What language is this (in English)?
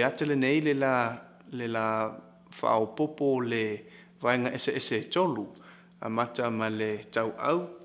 Samoan